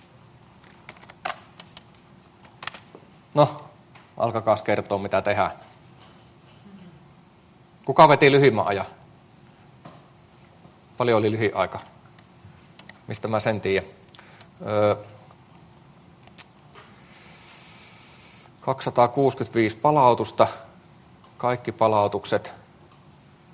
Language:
Finnish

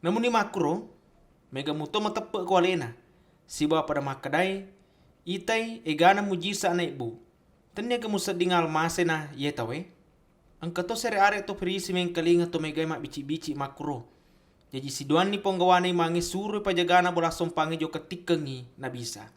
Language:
Buginese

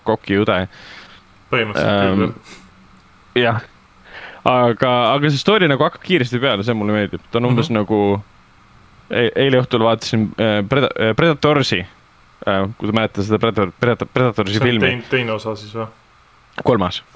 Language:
Estonian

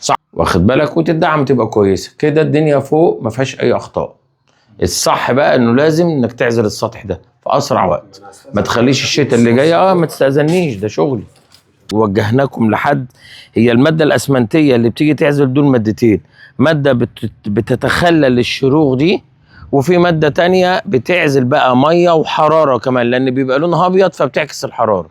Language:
Egyptian Arabic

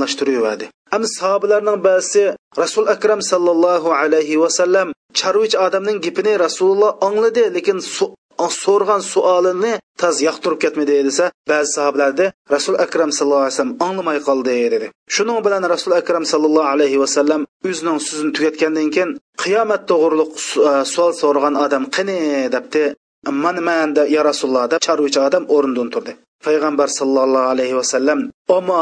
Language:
Uyghur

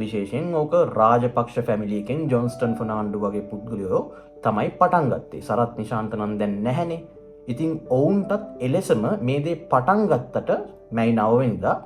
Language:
Sinhala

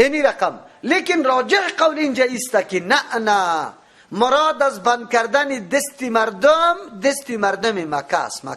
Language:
Persian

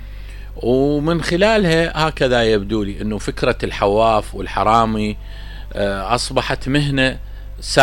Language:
Mesopotamian Arabic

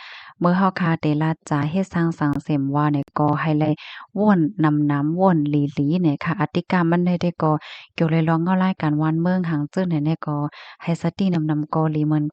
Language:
Shan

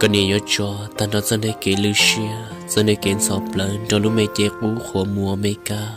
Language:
Hmong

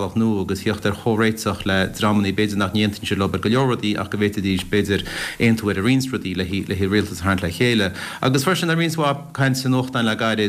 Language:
Irish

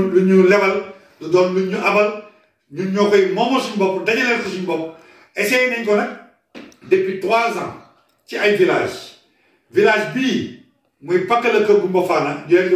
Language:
Wolof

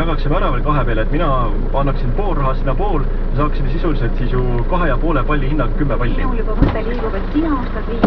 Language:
Estonian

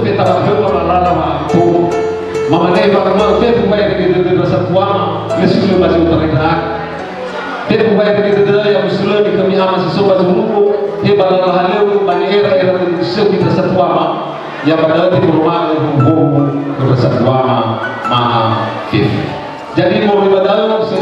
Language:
Nias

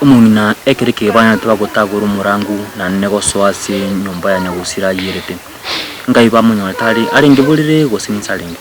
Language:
Gusii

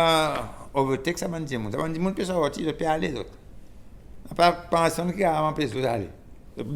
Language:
Seselwa Creole French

